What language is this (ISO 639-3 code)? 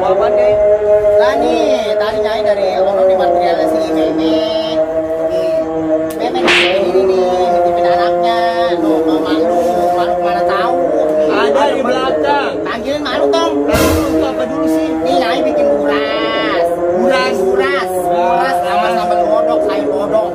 bew